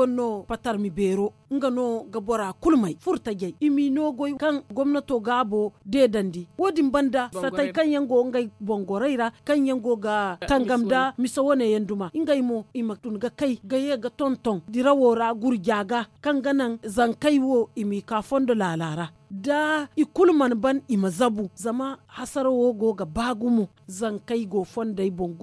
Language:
Zarma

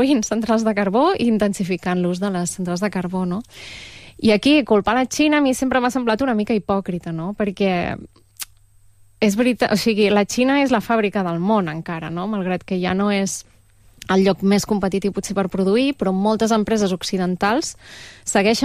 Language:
Catalan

